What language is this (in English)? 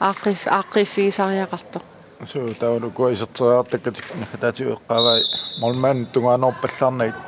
Kalaallisut